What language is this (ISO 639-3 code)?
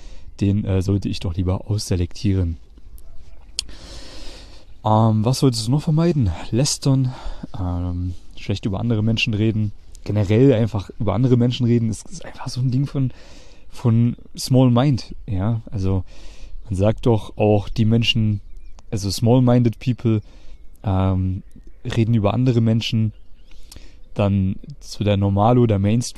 deu